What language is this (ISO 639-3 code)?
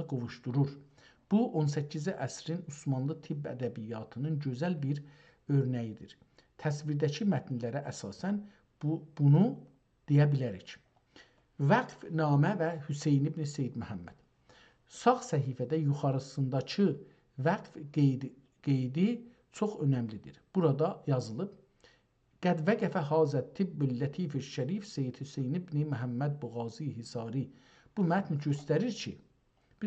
azb